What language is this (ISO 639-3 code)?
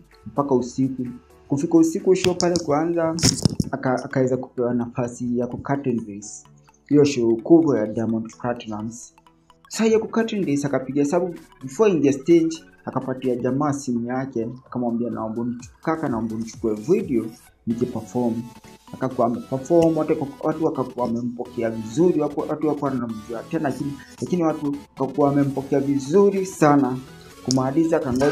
swa